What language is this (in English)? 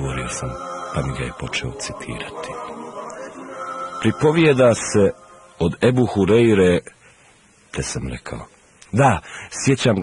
Bosnian